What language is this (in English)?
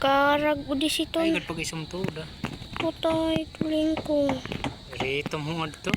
Waray